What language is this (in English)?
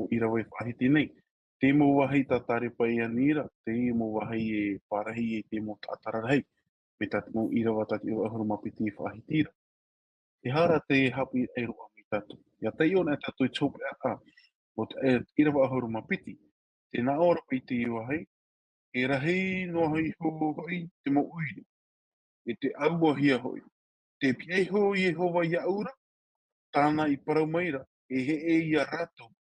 Tahitian